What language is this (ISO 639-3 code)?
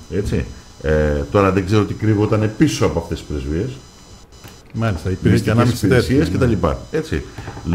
ell